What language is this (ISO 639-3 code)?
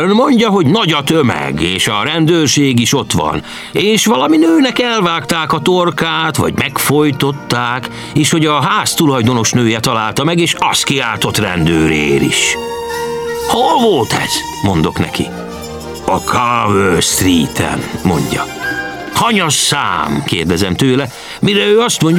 hun